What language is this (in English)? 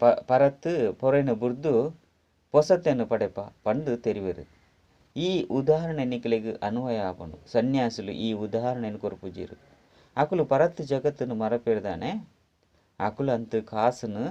Tulu